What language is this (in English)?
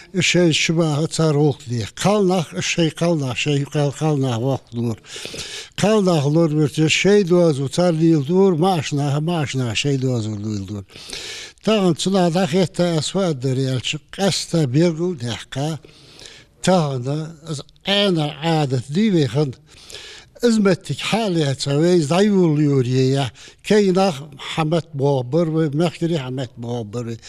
Ingush